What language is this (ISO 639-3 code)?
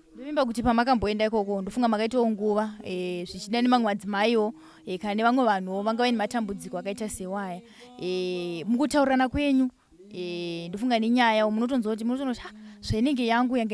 sna